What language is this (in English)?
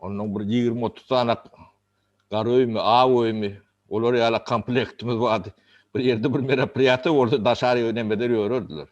Turkmen